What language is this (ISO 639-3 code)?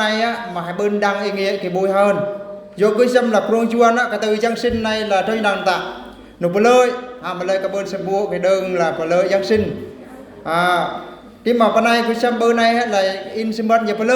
bru